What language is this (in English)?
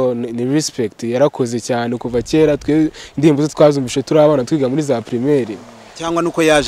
Kinyarwanda